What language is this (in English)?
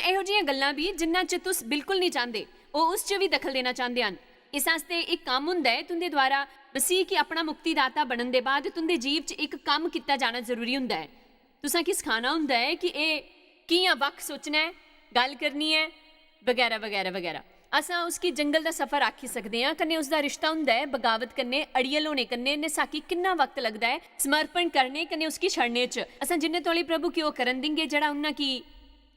Dogri